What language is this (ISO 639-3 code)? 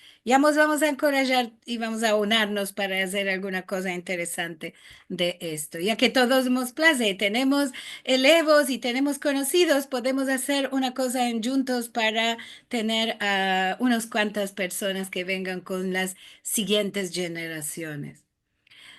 lad